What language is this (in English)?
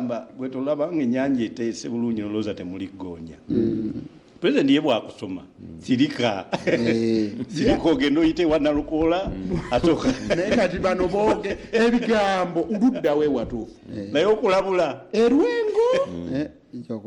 Ganda